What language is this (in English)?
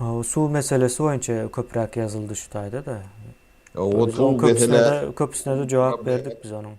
Turkmen